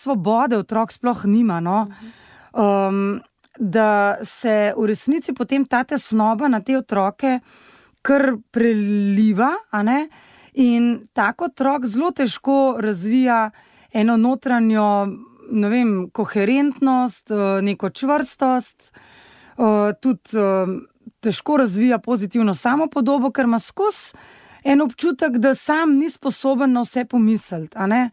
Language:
Slovenian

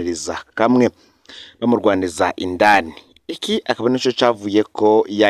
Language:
Rundi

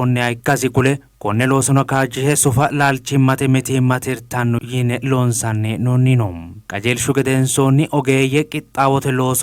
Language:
Sidamo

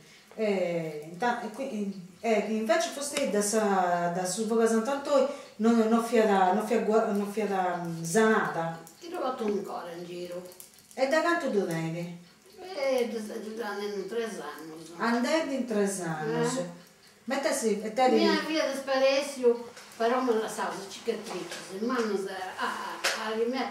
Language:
Sardinian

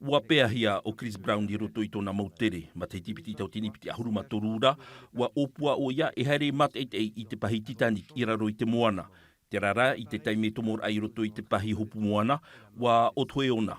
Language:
Tahitian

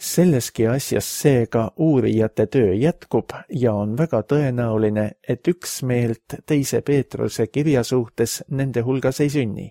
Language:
Estonian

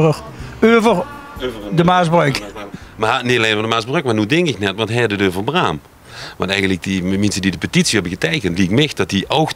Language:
Limburgish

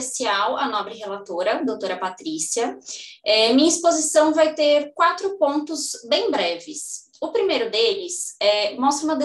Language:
Portuguese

